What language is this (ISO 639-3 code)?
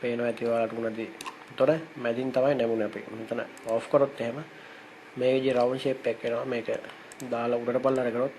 sin